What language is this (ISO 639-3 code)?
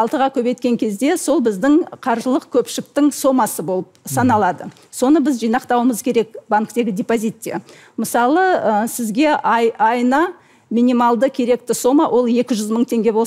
kaz